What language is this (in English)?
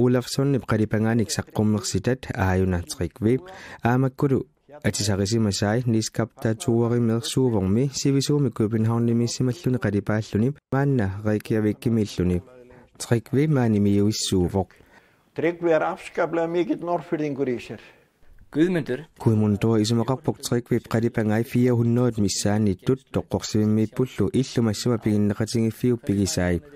Kalaallisut